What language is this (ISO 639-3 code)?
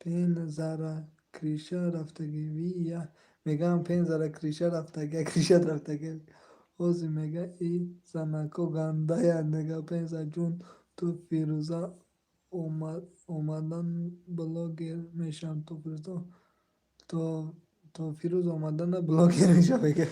tgk